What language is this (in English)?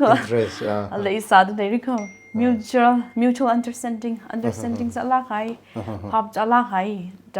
Tangkhul Naga (India)